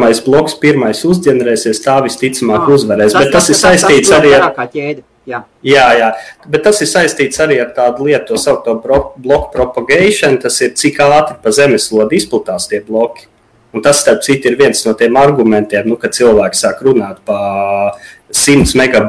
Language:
Latvian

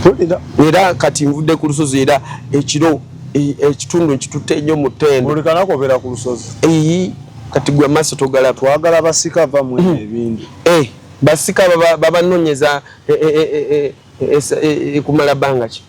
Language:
Ganda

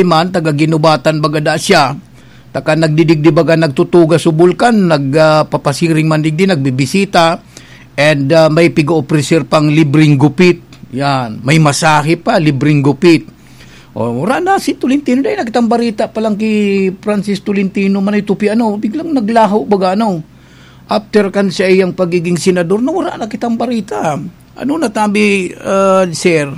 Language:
Bikol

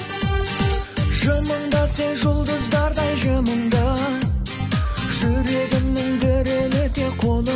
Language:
Kazakh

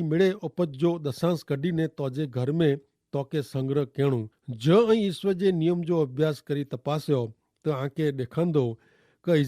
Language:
Kachhi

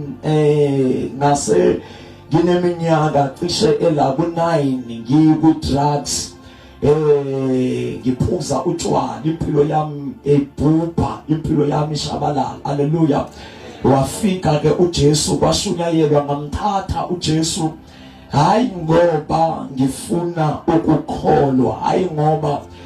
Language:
Zulu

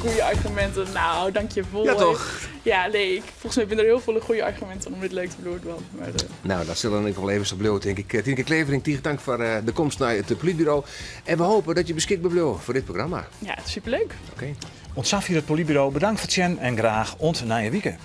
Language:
Western Frisian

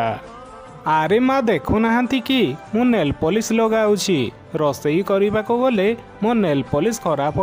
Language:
Odia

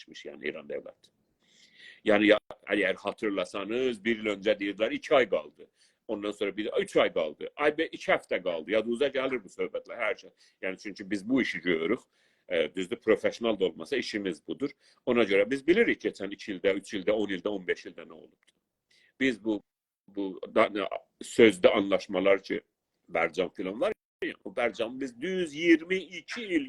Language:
South Azerbaijani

